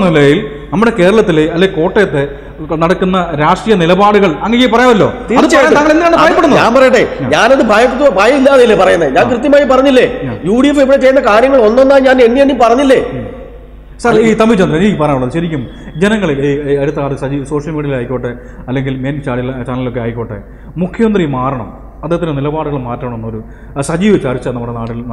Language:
Malayalam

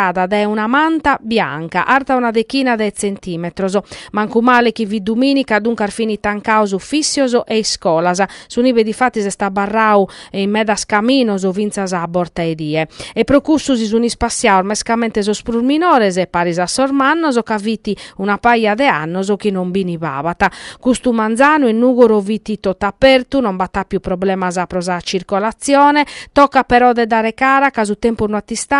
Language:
Sardinian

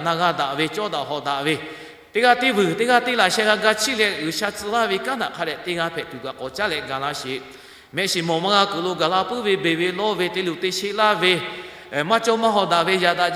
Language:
Lahu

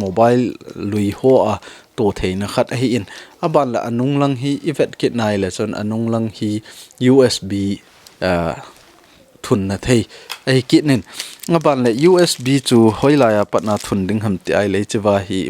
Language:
Thado Chin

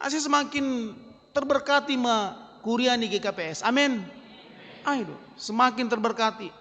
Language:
Batak Simalungun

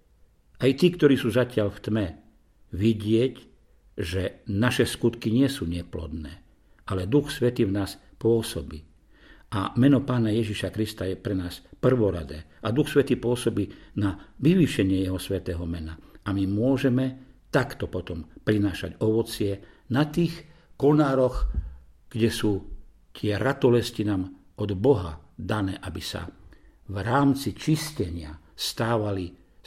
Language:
Slovak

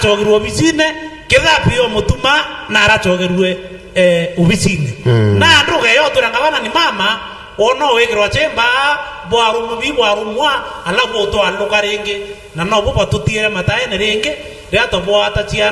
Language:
Meru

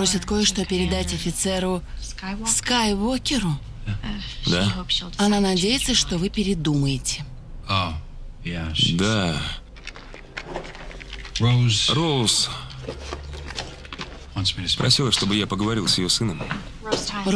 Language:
Russian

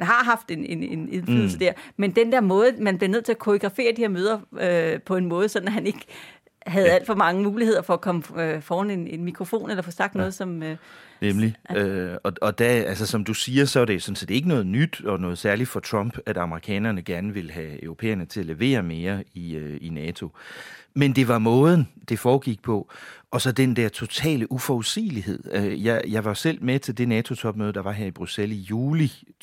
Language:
Danish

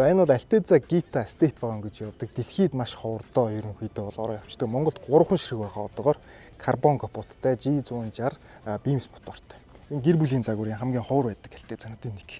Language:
Mongolian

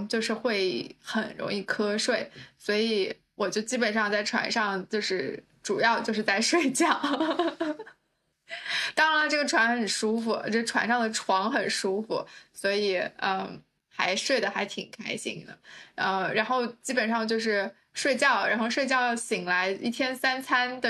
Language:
Chinese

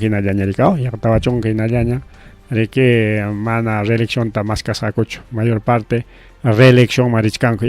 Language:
Ayacucho Quechua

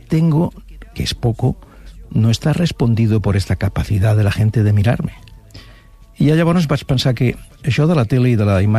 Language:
Catalan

